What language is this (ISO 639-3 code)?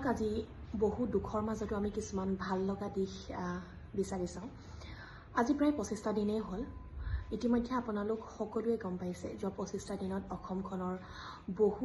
asm